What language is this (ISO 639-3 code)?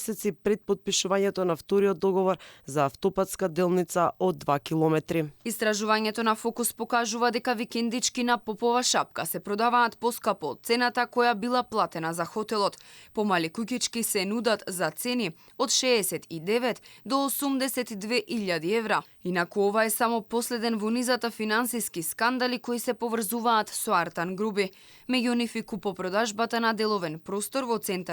mkd